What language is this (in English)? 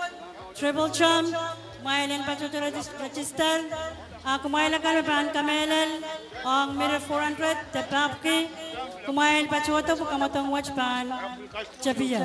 Pohnpeian